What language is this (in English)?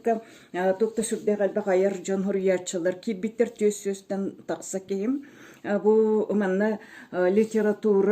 Yakut